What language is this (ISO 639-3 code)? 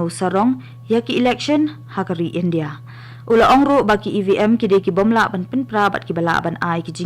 kha